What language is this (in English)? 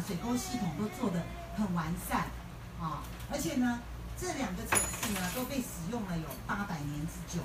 Chinese